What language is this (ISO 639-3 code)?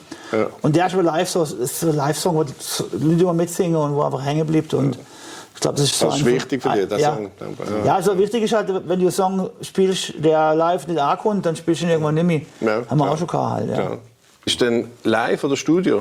deu